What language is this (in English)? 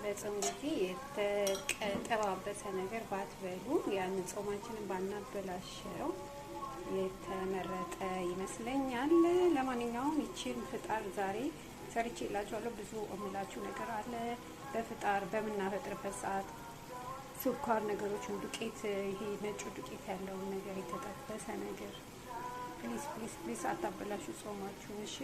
Amharic